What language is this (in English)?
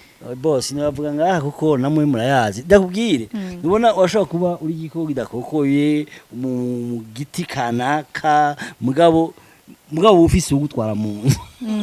Rundi